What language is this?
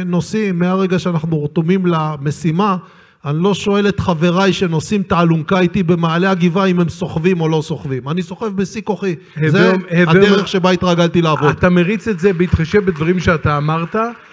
Hebrew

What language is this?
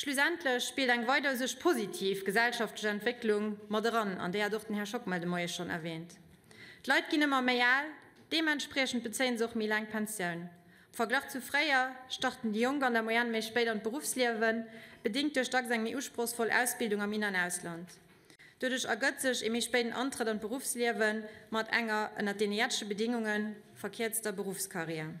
Luxembourgish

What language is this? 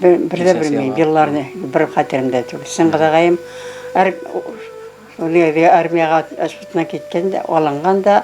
Bashkir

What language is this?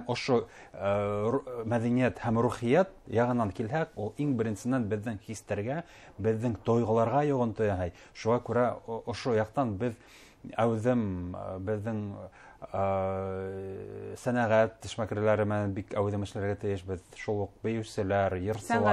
Bashkir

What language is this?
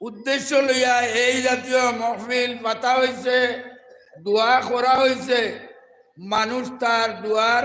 Sylheti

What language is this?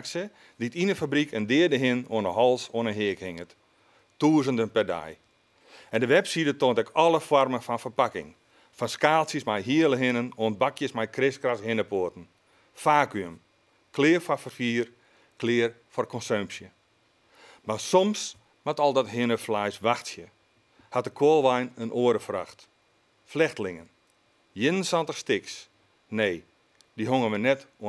Western Frisian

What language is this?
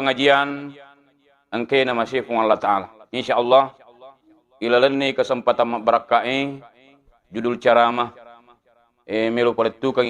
Buginese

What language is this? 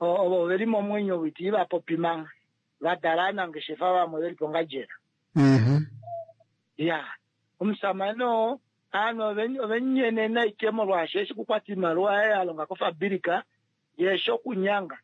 Kuanyama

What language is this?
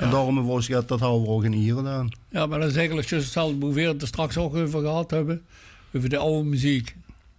Limburgish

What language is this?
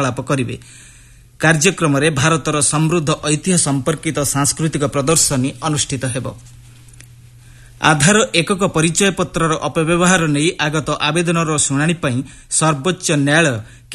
Odia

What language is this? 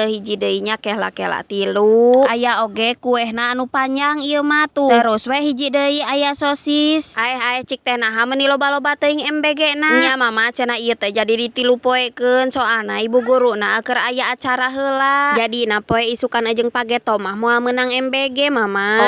Sundanese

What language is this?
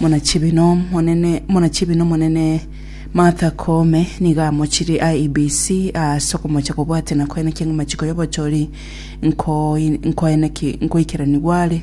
Gusii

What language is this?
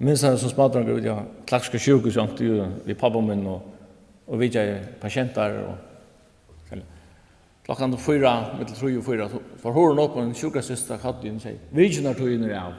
Faroese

